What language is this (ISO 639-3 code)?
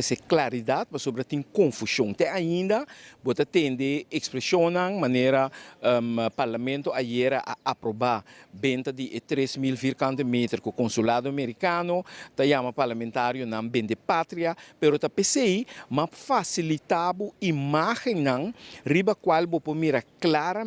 pap